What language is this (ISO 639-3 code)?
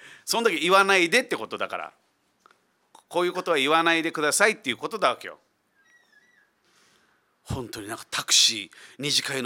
jpn